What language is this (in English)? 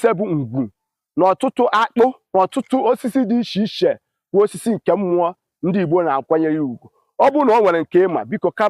Igbo